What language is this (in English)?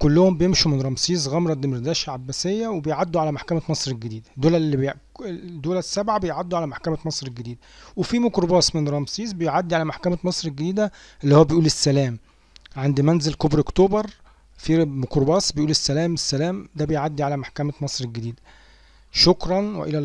Egyptian Arabic